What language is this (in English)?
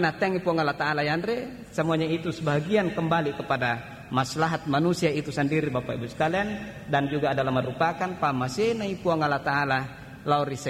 Buginese